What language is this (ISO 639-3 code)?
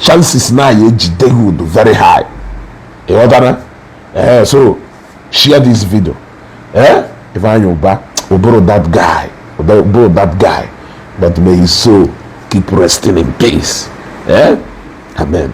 ibo